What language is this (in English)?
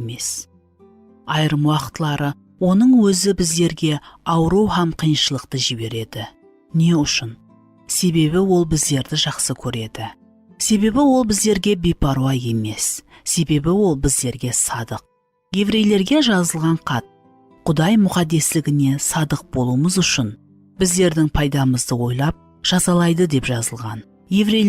Kara-Kalpak